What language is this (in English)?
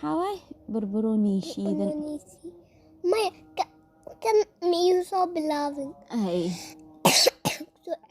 Somali